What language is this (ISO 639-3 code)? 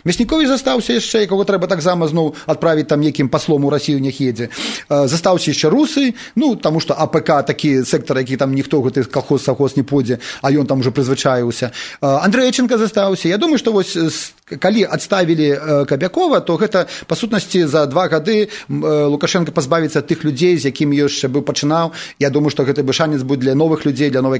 bel